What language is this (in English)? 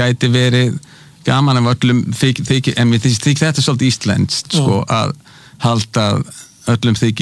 Icelandic